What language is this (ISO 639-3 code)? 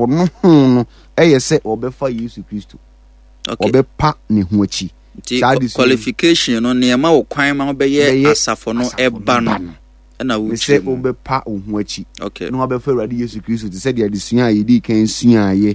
aka